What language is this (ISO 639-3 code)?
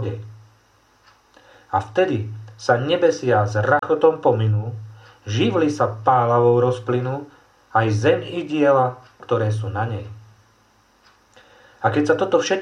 slk